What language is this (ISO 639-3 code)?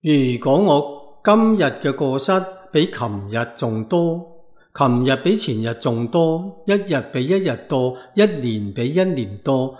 yue